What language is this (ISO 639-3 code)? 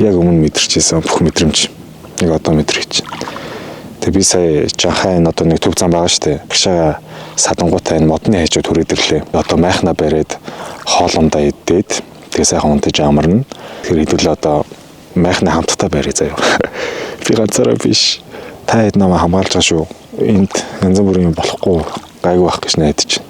mon